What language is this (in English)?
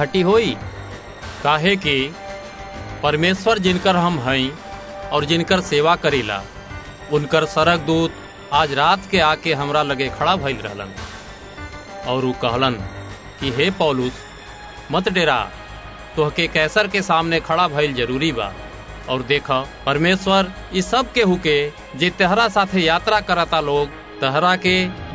Bhojpuri